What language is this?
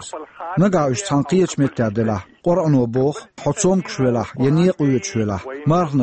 Chechen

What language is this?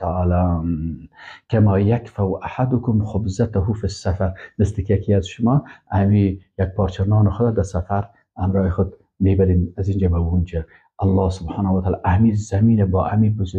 Persian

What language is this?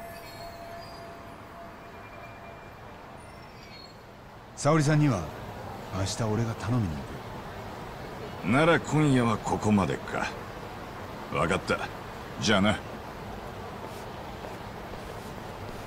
Japanese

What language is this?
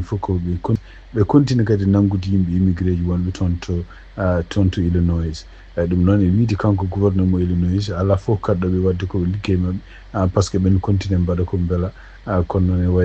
Fula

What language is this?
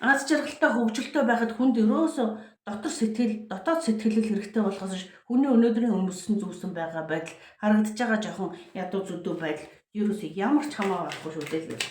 Mongolian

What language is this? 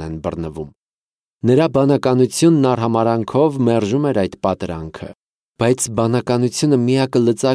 Armenian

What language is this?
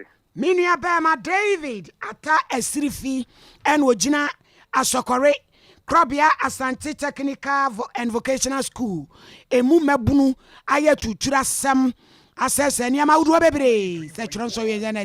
Akan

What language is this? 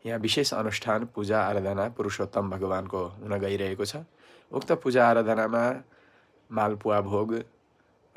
Nepali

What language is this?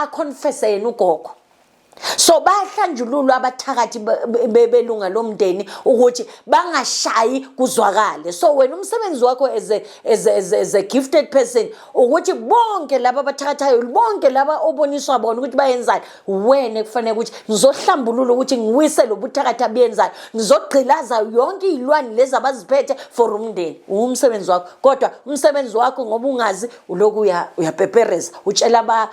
Zulu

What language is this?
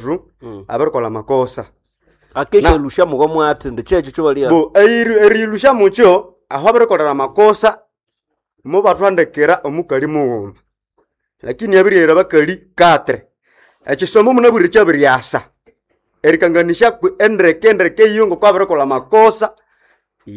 Nande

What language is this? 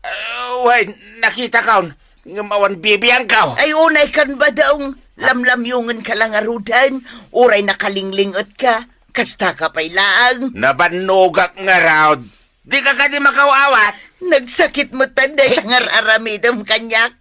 Iloko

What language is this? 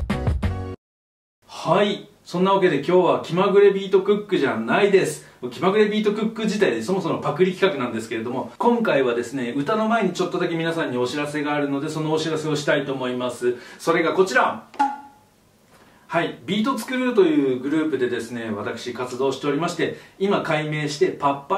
Japanese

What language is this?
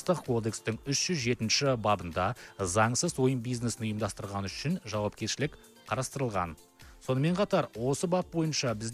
Kazakh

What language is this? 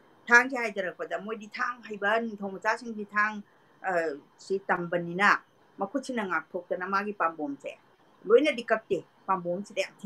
Manipuri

